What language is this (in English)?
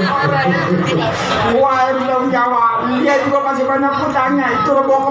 Betawi